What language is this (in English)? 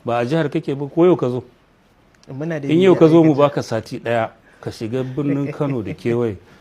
Hausa